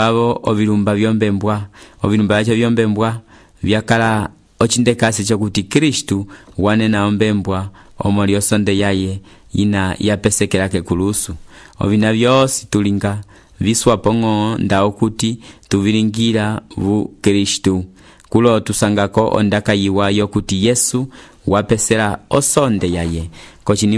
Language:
Umbundu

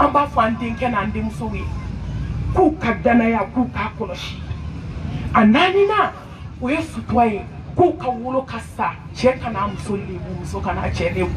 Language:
Bambara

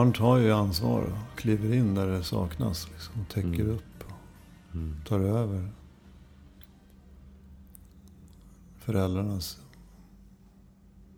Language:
Swedish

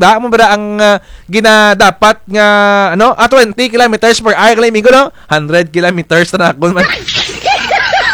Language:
Kinaray-a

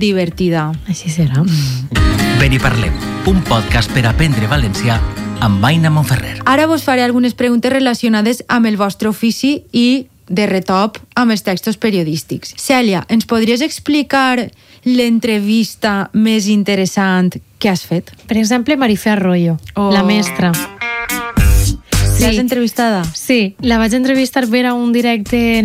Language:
Catalan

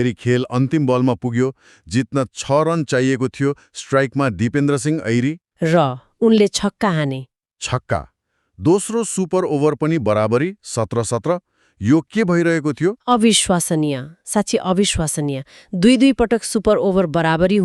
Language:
Nepali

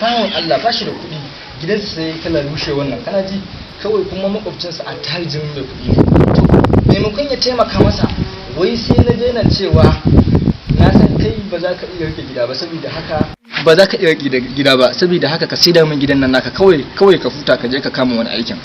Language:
Hausa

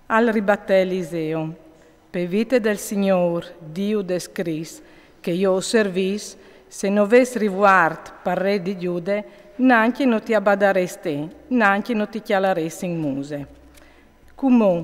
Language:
Friulian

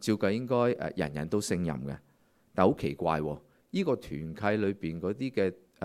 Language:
Cantonese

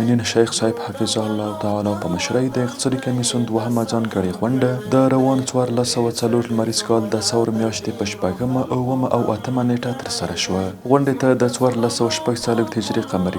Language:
Pashto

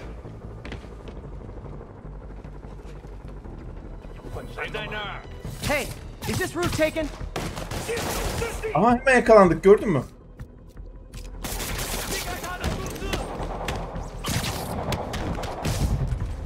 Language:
Turkish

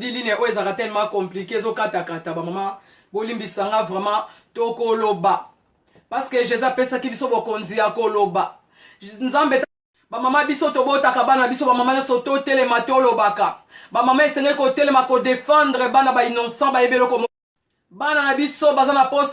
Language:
Lingala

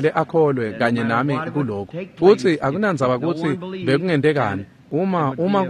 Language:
Swati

